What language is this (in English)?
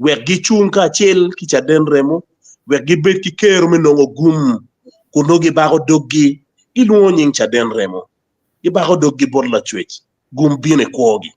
Acoli